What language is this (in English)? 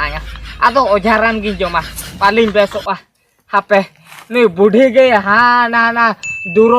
Santali